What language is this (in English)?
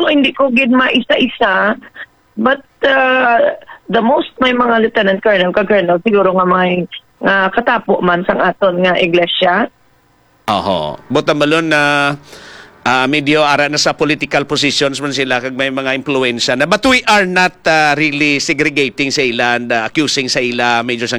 Hiligaynon